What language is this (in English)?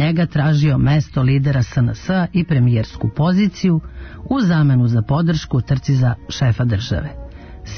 Serbian